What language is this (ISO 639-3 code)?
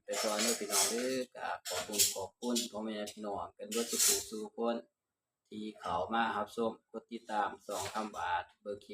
tts